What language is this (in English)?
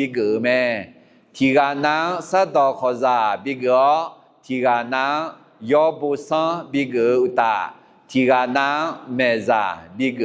Akha